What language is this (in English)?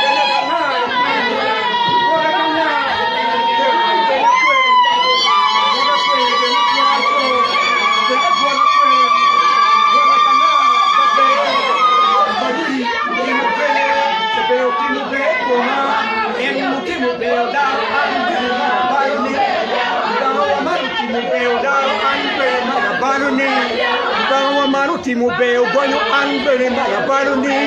Acoli